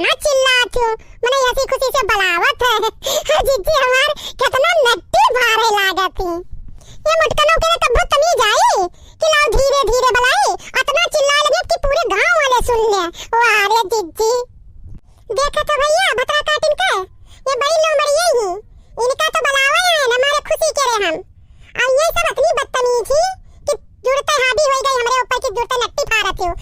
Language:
Awadhi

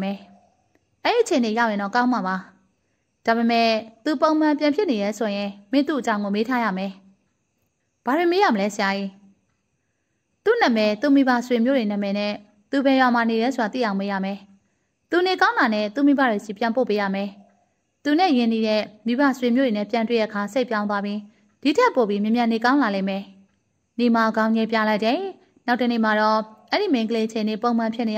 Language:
Burmese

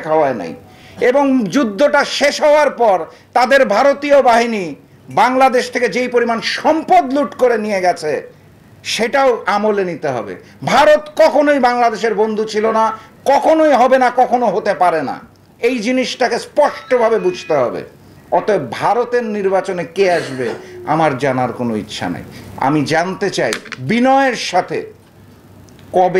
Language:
Bangla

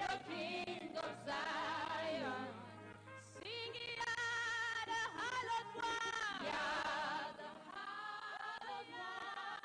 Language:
Ewe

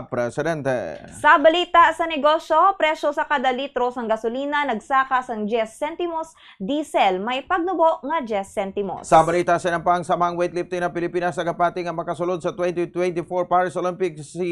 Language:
Hiligaynon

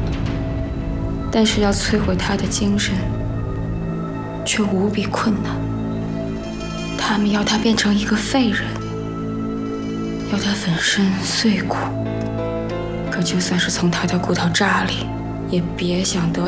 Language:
Chinese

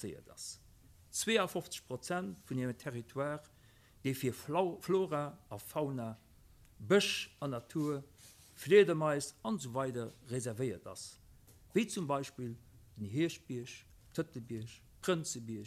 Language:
Luxembourgish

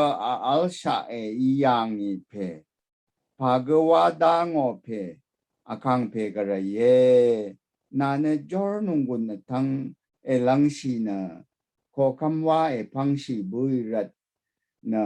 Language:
Rawang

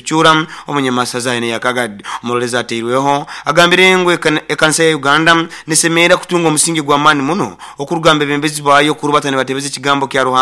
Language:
Nyoro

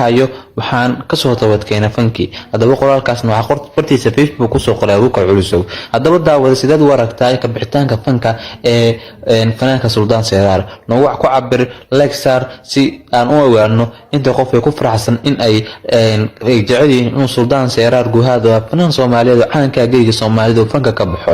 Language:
Somali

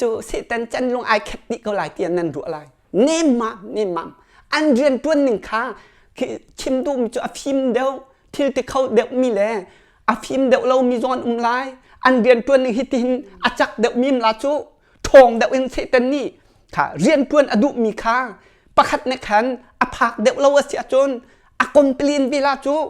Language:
Hakha Chin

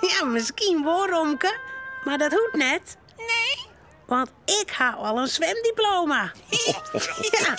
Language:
Western Frisian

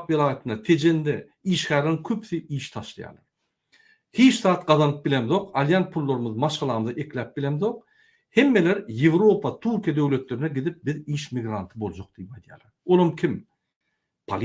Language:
Turkmen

